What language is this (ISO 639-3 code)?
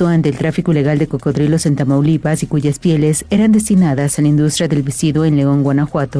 spa